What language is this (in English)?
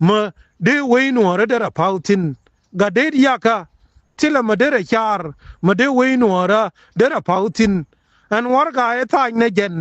Nuer